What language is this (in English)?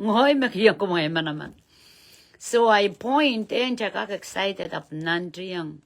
Pohnpeian